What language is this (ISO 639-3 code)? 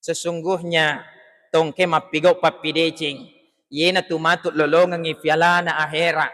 bug